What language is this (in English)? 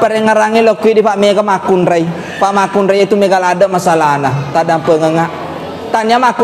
Buginese